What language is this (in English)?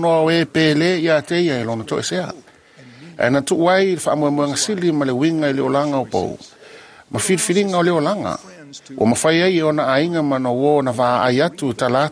Samoan